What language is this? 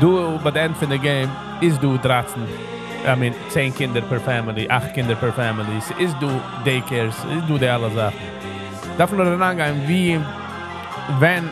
Yiddish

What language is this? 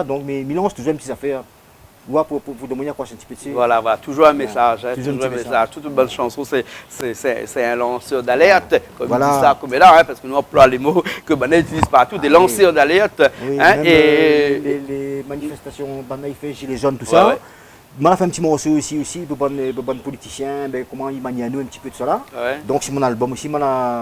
Réunion Creole French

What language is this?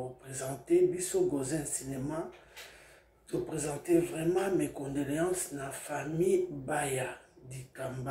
Lingala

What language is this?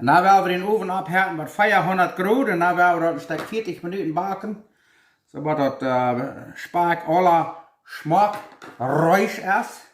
Plautdietsch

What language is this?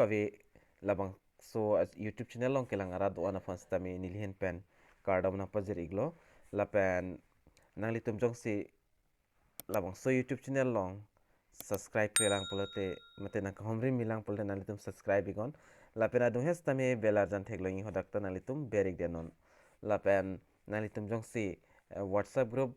Karbi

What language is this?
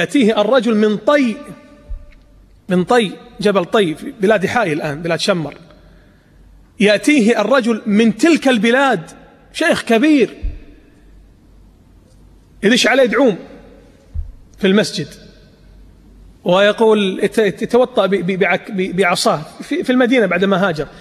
Arabic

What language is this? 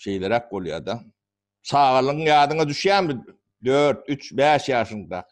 Turkmen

